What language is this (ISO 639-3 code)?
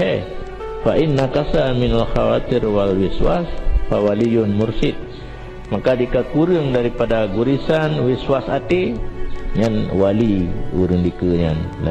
ace